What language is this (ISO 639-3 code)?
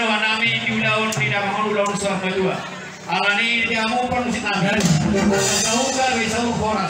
bbc